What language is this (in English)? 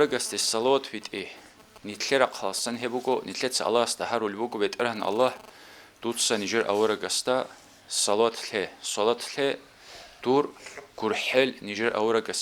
Avaric